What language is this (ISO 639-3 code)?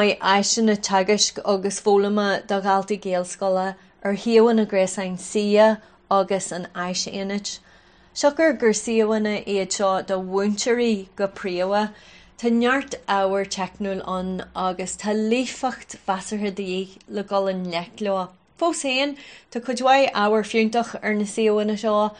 gle